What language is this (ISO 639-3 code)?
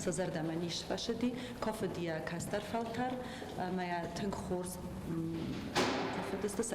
oss